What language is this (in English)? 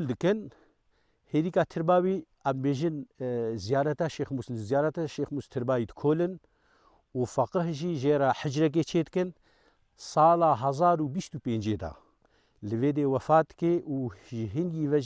Kurdish